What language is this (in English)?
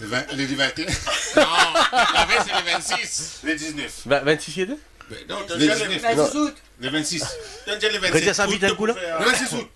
Morisyen